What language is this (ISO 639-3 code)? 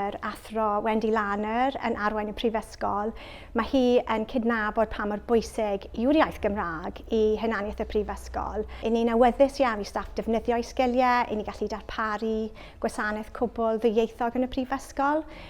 cym